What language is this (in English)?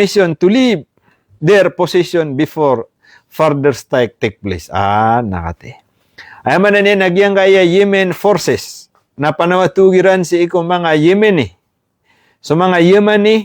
Maranao